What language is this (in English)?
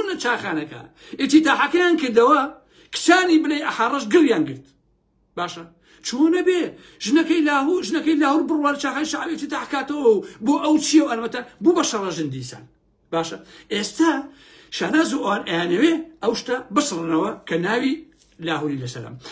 Central Kurdish